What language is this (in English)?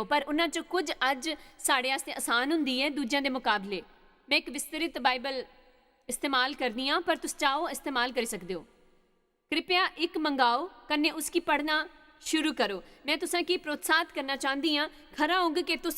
Dogri